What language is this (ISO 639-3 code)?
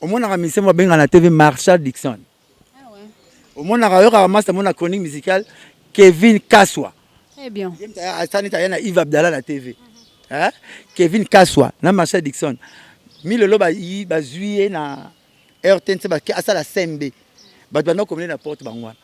lin